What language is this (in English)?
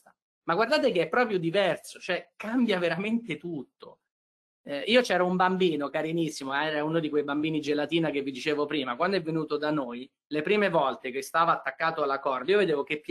Italian